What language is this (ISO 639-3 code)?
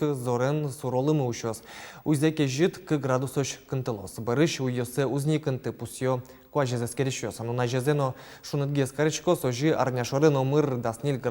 udm